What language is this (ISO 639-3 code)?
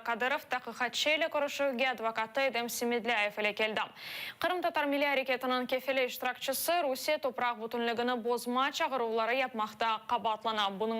crh